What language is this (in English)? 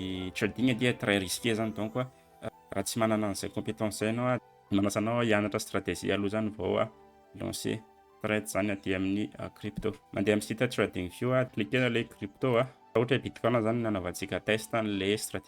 Malagasy